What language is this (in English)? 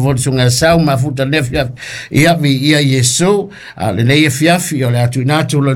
Samoan